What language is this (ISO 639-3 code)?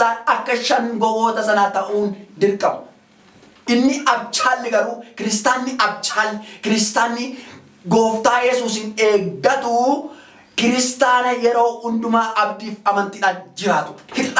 orm